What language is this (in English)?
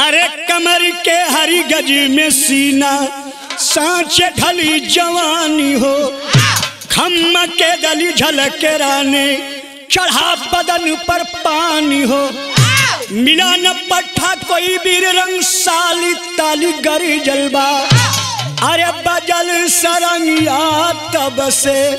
Bhojpuri